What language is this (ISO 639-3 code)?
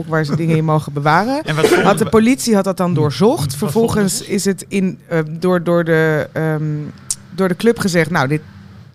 nld